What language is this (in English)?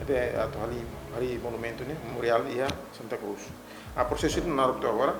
Tetum